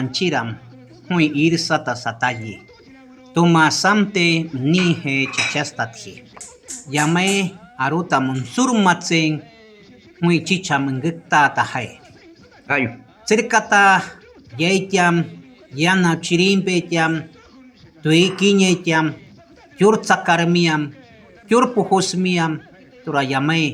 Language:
Shuar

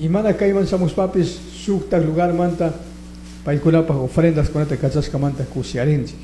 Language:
Chimborazo Highland Quichua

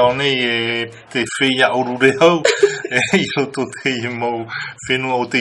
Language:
Tahitian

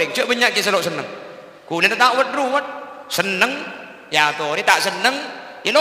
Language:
Madurese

